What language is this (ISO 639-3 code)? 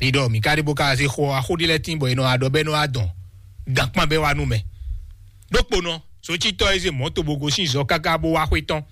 fon